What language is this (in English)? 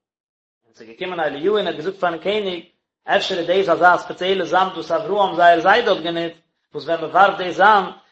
Yiddish